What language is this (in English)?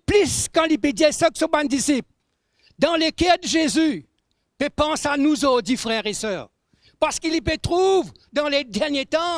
Morisyen